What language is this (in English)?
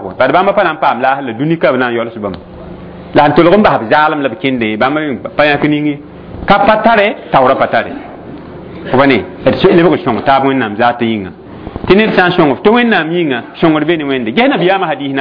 Mossi